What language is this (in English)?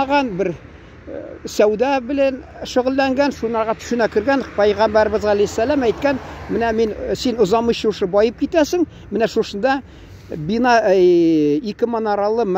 Tatar